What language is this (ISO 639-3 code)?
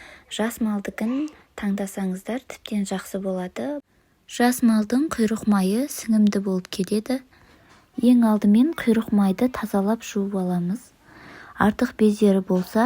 kaz